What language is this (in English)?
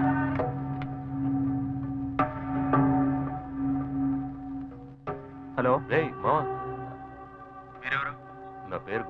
Telugu